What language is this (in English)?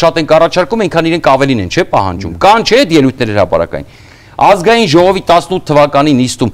Armenian